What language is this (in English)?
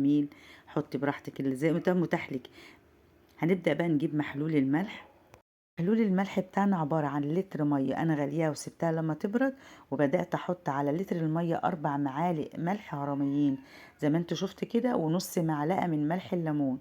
Egyptian Arabic